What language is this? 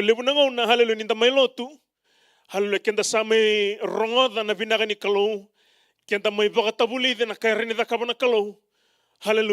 Fijian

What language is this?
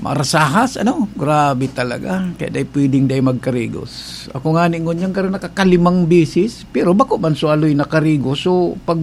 Bikol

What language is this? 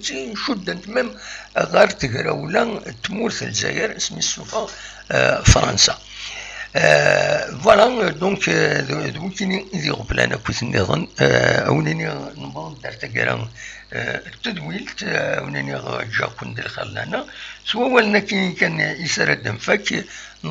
Kabyle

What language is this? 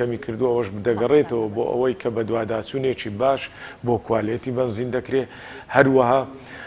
Central Kurdish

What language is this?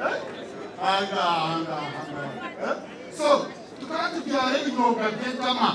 Nyankole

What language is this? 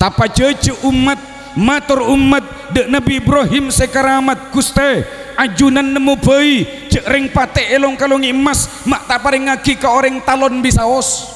Madurese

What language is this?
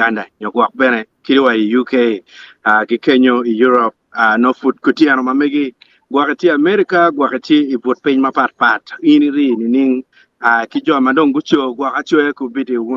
Acoli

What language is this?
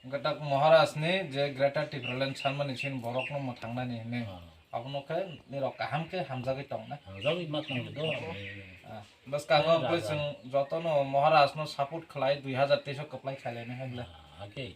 Kok Borok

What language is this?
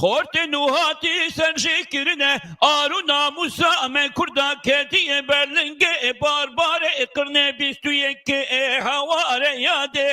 Kurdish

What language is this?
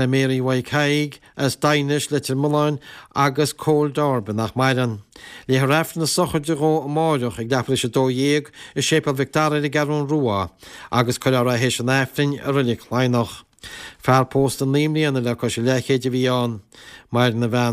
Irish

